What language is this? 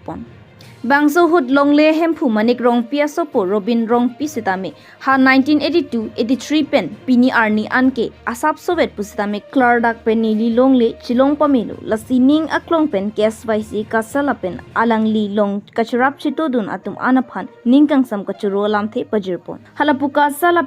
Karbi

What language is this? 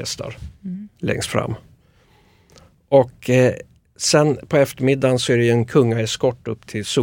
Swedish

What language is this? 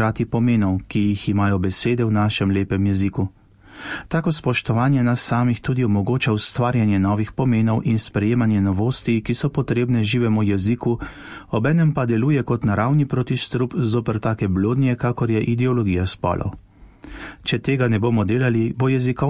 Slovenian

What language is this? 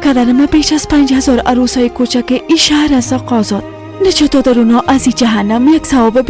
Persian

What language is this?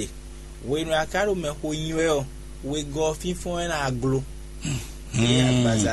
Fon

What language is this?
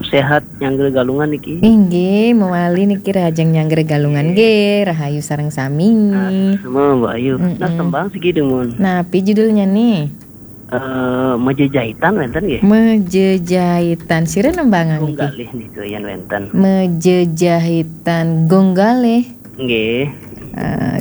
Balinese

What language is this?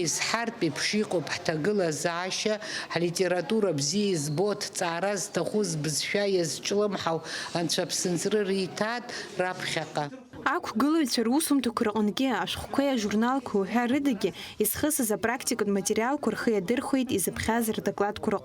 Abkhazian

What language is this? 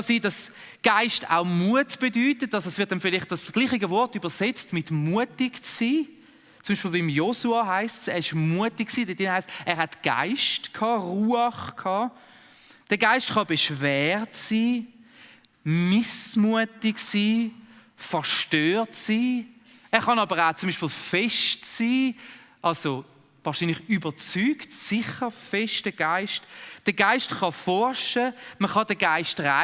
Swiss German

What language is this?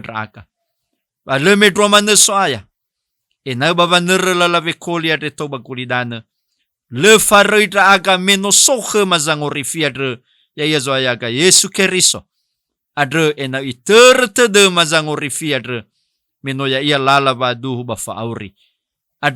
Nias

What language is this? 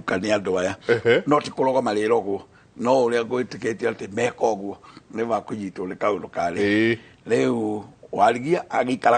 Kikuyu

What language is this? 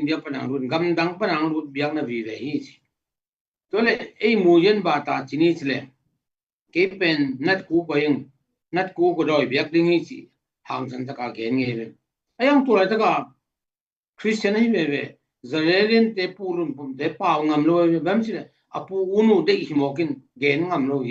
Tedim Chin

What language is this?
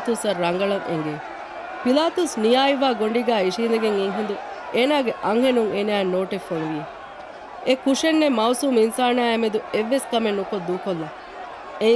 Divehi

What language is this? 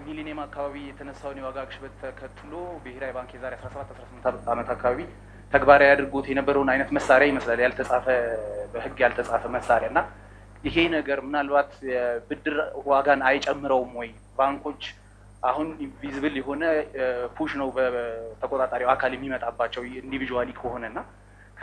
Amharic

